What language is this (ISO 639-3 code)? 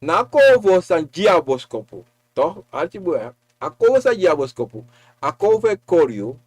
srn